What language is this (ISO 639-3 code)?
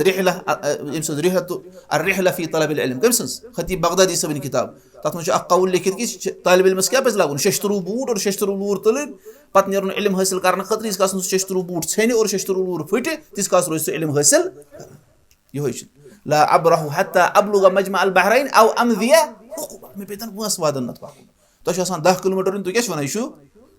kas